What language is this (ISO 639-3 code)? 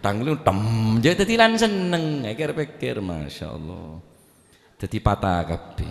mad